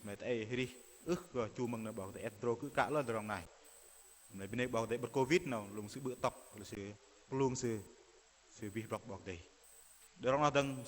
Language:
Bahnar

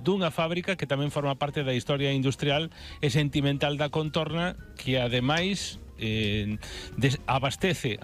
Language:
Galician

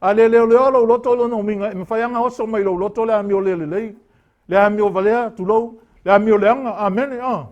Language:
Samoan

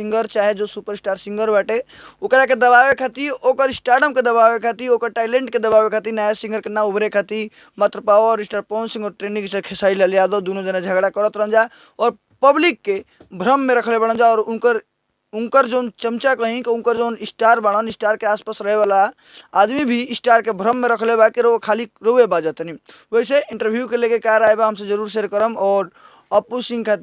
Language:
Bhojpuri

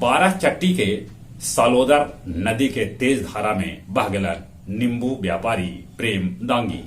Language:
Magahi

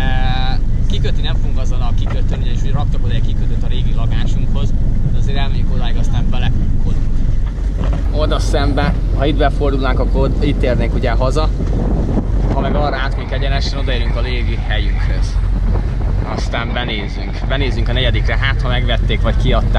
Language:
Hungarian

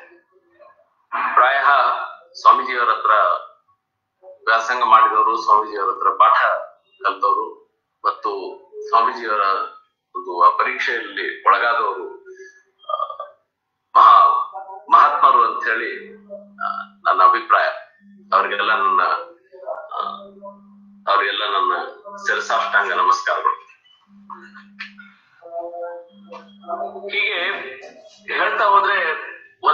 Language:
Kannada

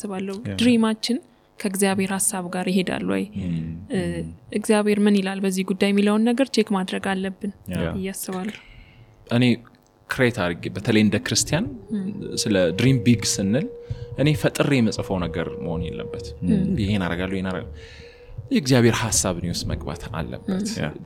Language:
Amharic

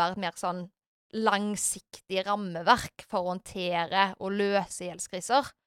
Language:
Norwegian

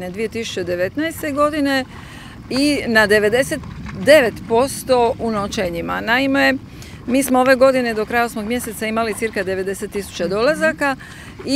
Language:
Croatian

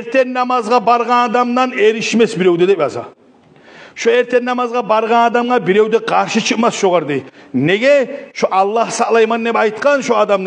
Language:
Kumyk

